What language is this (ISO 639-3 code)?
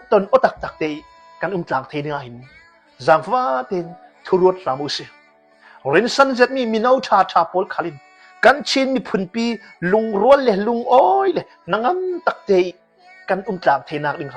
cnh